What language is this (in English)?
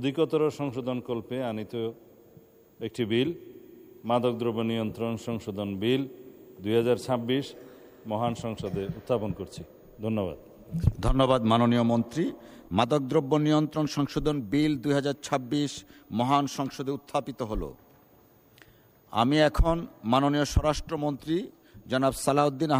Bangla